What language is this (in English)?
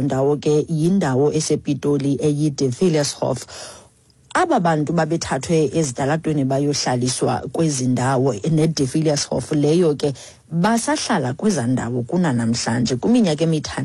Xhosa